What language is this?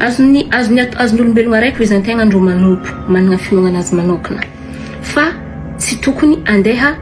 Malagasy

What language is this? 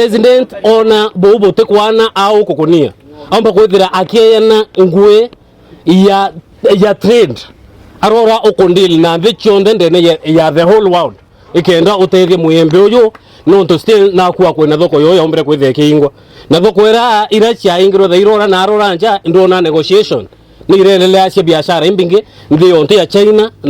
Meru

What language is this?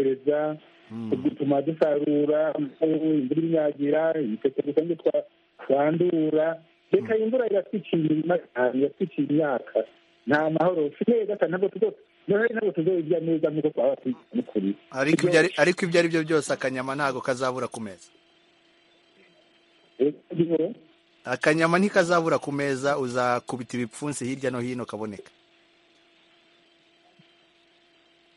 Kinyarwanda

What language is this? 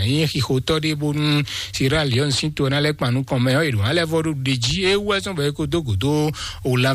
Fon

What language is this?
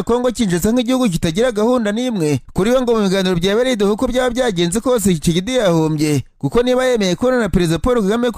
Kinyarwanda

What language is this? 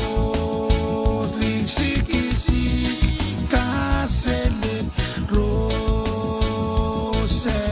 Pohnpeian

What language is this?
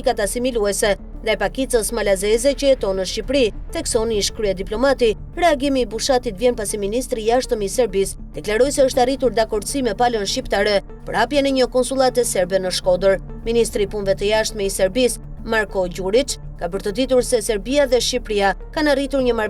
Albanian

